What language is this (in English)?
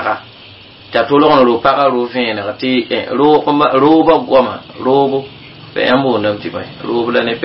Mossi